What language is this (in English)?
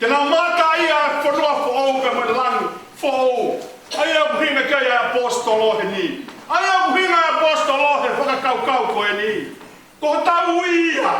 Tongan